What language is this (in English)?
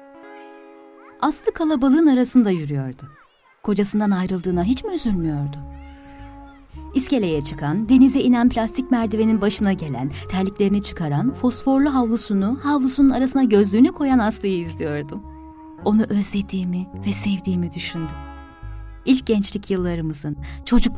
Turkish